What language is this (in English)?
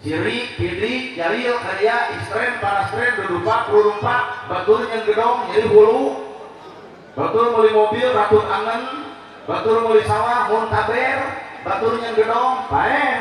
Sundanese